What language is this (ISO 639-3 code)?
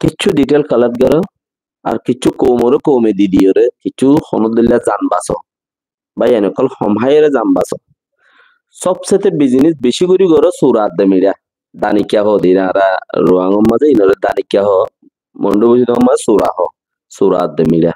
rhg